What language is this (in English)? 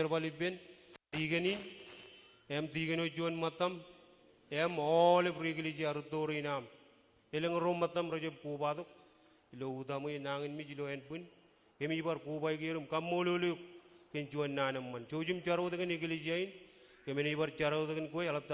Marshallese